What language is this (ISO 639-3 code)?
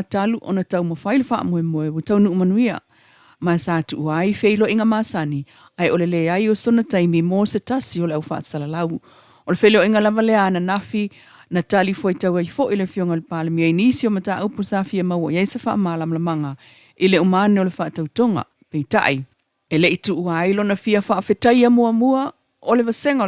smo